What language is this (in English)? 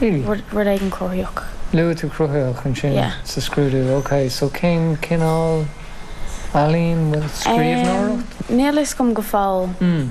Irish